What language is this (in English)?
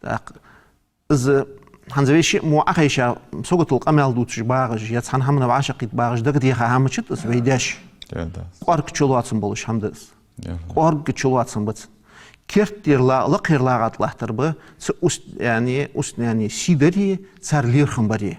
Ingush